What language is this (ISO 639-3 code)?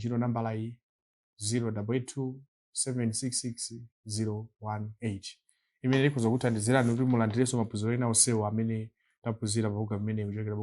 nya